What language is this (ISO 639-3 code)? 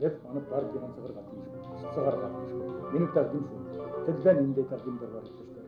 bak